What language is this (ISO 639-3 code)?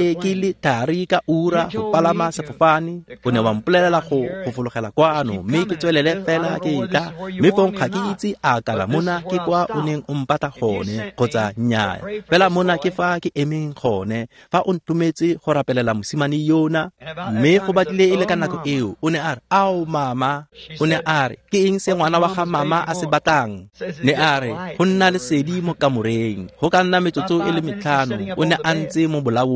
tsn